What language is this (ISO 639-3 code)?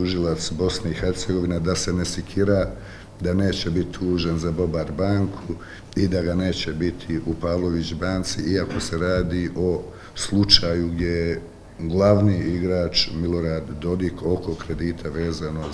bos